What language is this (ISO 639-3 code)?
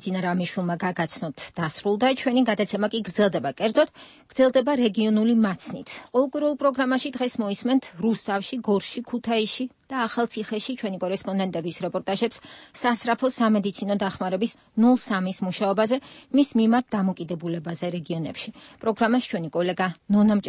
kat